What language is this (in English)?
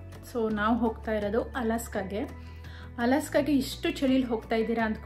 Kannada